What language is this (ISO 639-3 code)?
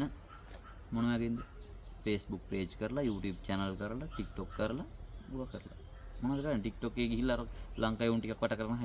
sin